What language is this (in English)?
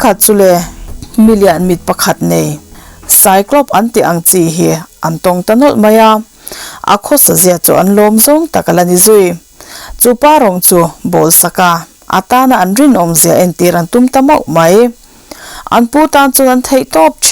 Mizo